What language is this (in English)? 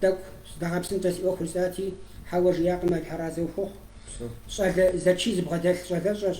Kabardian